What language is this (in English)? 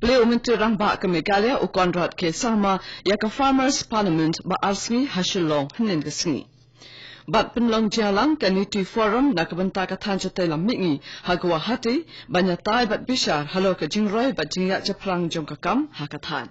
Khasi